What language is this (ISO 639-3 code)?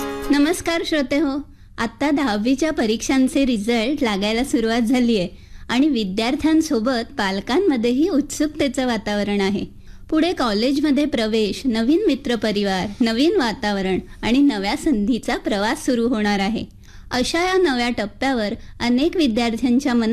mar